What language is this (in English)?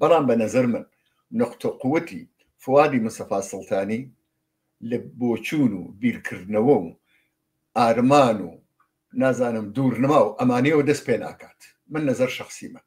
Central Kurdish